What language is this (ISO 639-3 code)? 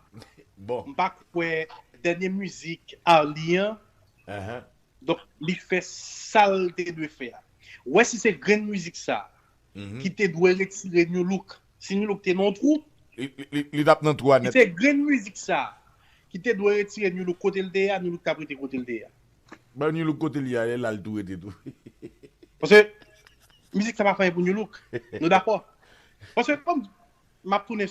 hat